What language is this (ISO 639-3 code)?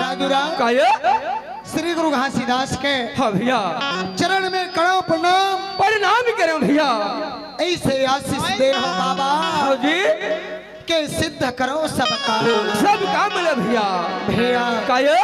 hne